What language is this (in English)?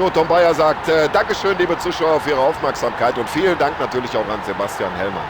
Bavarian